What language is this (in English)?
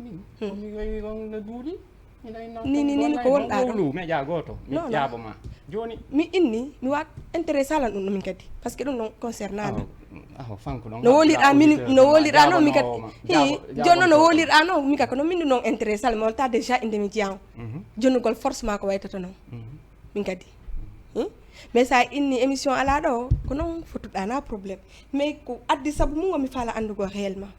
Fula